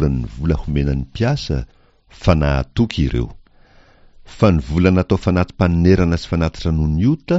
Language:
Malagasy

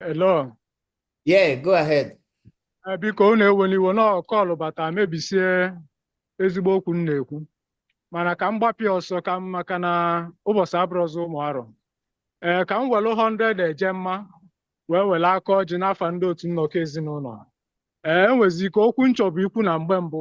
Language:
Igbo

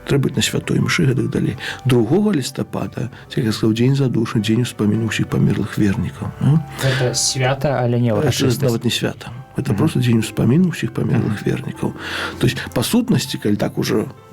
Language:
Belarusian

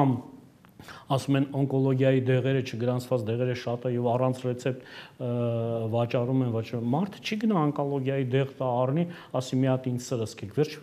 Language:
Armenian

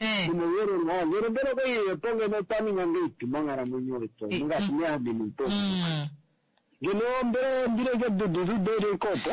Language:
Kuanyama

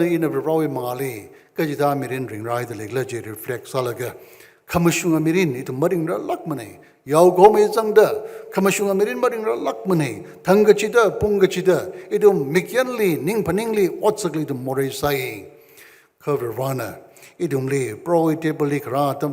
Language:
Tangkhul Naga (India)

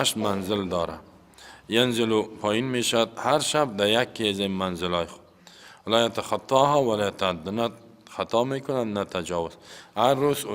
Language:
Persian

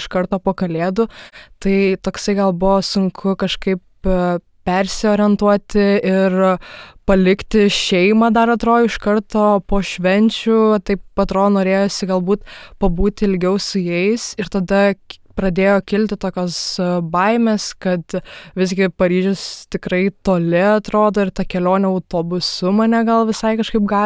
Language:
Lithuanian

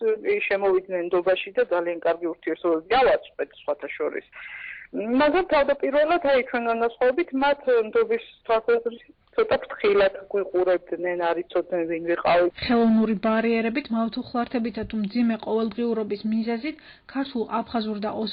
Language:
Georgian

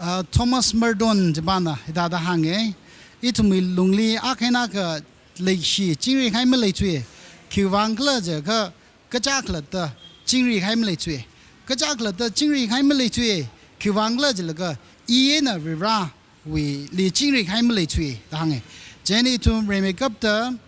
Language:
Tangkhul Naga (India)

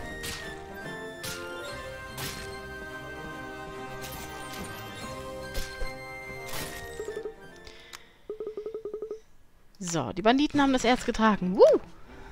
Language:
German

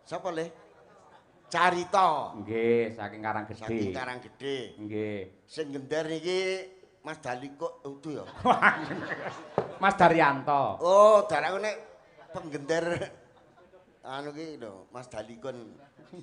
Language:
Javanese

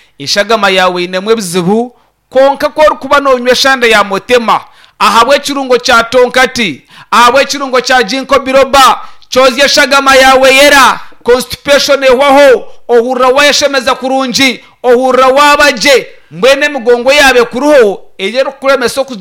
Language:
Nyankole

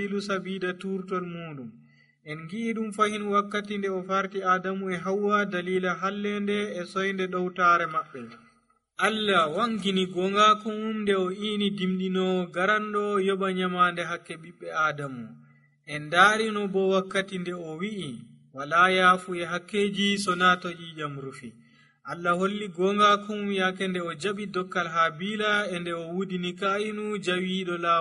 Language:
Nigerian Fulfulde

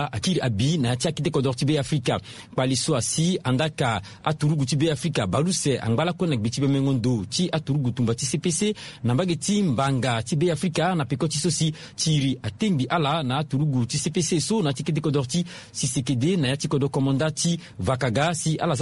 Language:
Sango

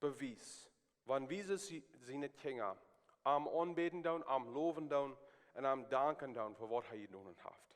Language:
Plautdietsch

